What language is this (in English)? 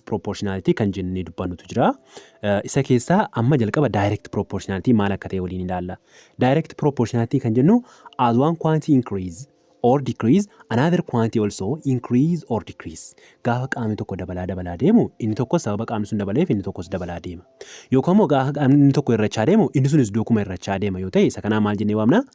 Oromo